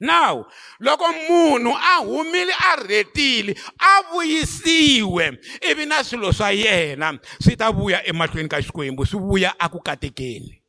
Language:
Tsonga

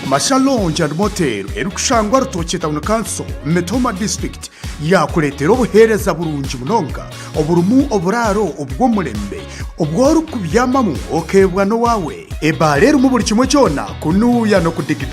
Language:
Nyankole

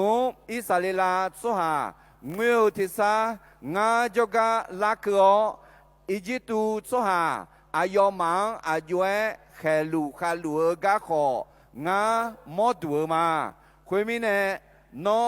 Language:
Akha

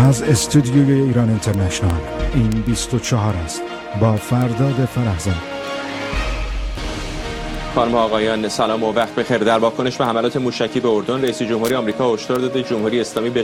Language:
Persian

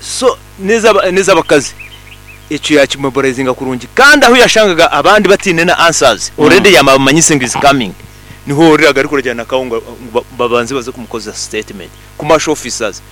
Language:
Nyankole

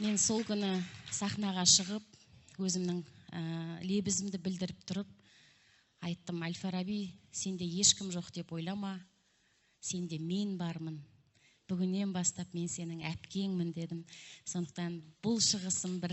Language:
Kazakh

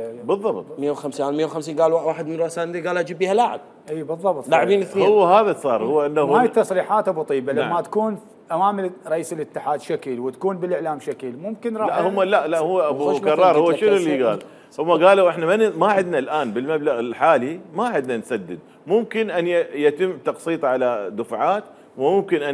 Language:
Mesopotamian Arabic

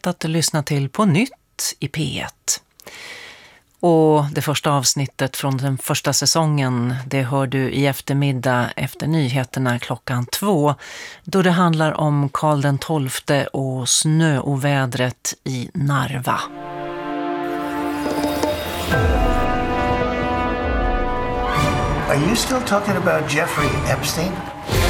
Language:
Swedish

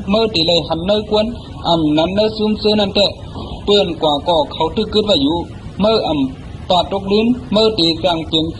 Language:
Shan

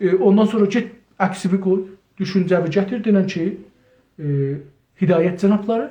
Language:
South Azerbaijani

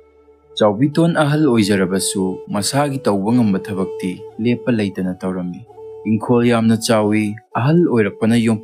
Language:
Manipuri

